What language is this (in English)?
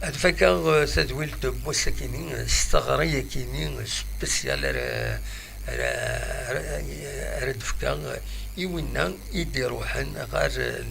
Kabyle